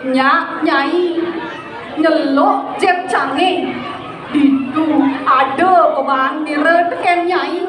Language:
Balinese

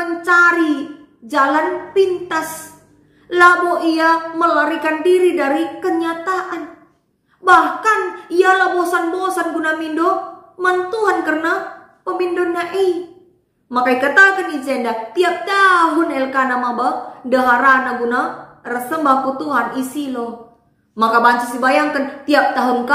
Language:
Batak Karo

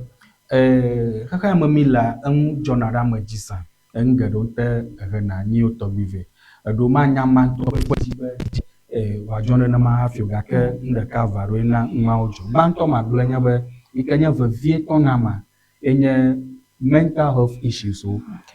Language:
Ewe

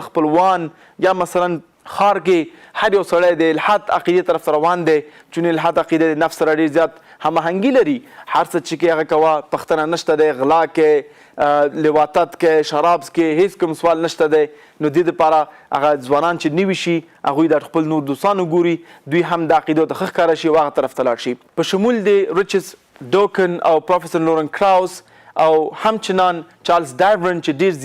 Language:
Pashto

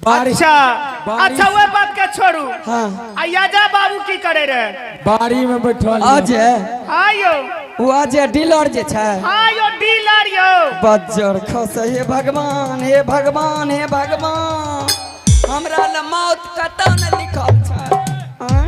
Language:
Angika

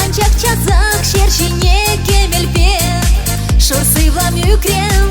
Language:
Chuvash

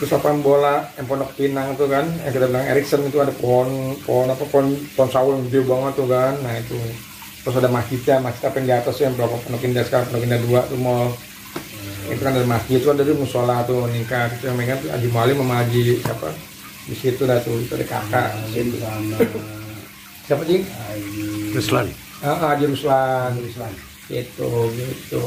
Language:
Betawi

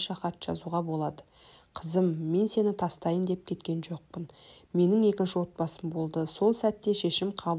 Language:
Kazakh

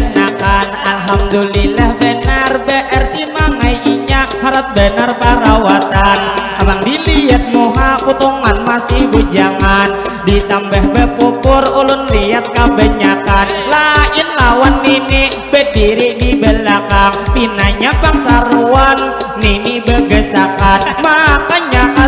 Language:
Banjar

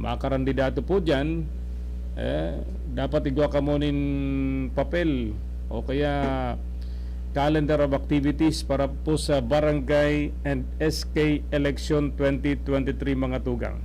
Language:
Bikol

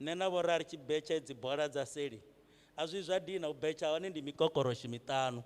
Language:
Venda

